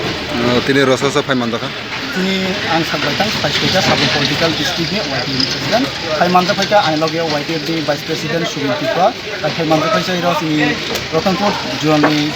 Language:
Kok Borok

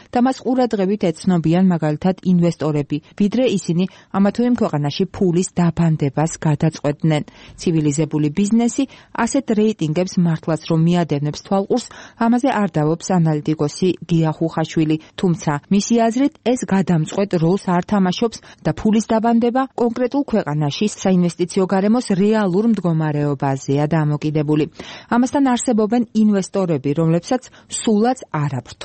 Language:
Georgian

